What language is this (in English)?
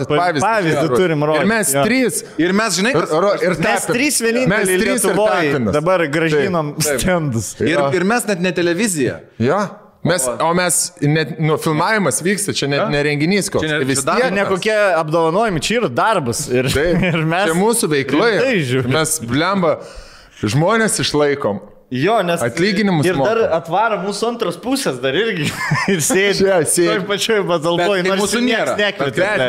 Lithuanian